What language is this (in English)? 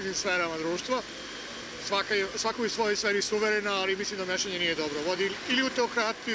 Serbian